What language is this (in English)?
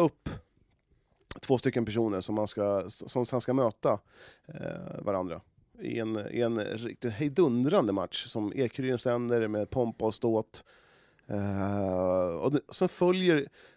Swedish